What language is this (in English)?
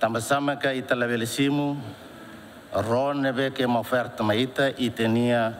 Tetum